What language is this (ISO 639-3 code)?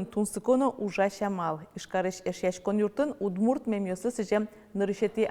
udm